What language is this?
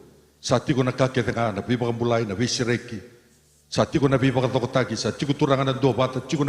Fijian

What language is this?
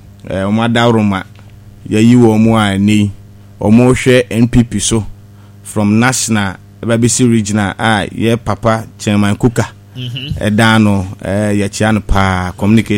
Akan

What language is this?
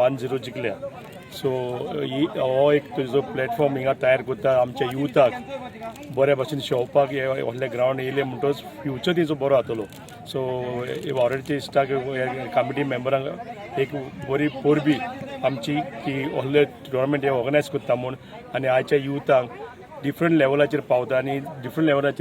Konkani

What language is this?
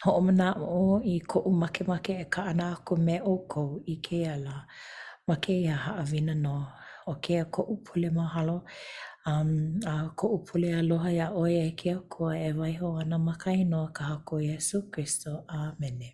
Hawaiian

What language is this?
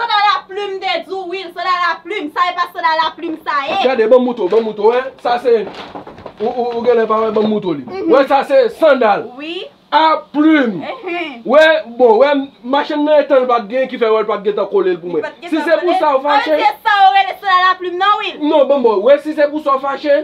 Haitian Creole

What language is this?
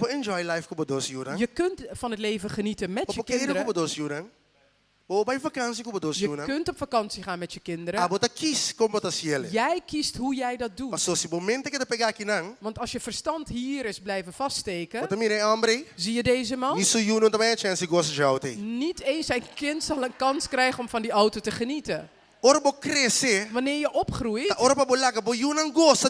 Papiamento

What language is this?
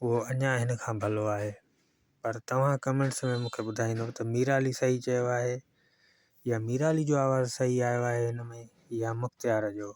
Sindhi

